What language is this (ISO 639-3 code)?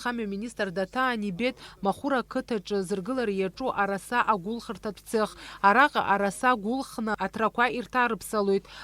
abk